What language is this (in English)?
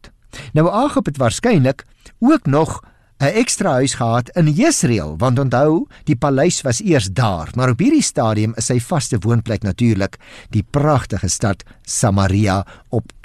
Afrikaans